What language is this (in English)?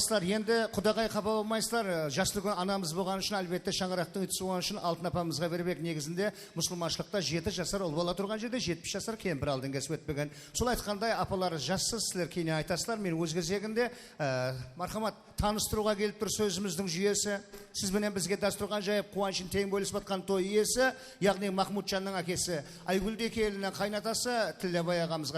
Kara-Kalpak